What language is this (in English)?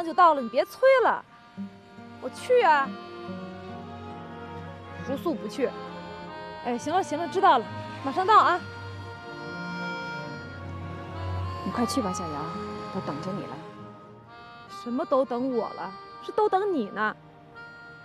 Chinese